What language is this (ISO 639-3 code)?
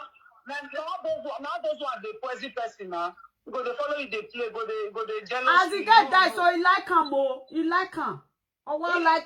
pcm